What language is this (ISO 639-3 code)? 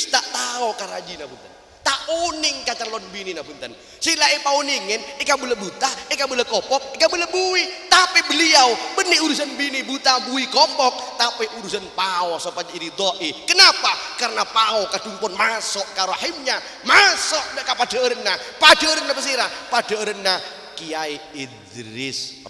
mad